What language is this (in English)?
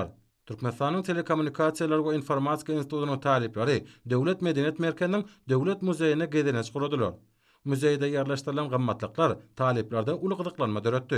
Turkmen